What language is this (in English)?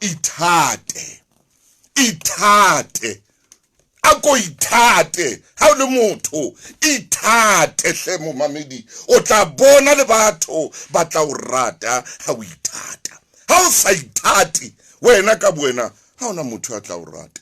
Southern Sotho